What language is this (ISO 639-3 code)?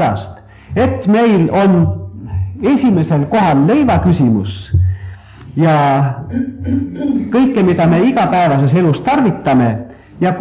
est